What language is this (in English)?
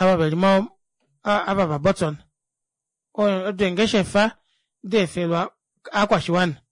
Kuanyama